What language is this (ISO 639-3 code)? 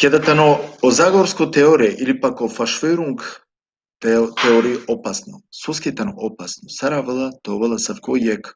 rmn